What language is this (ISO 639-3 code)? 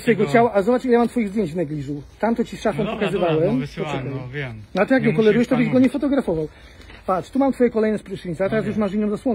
pol